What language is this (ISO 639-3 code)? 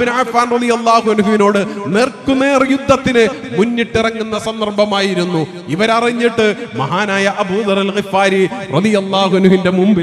mal